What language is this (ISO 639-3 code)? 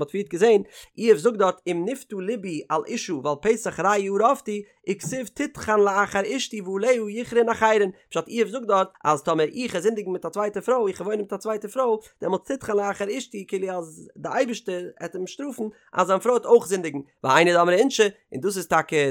yid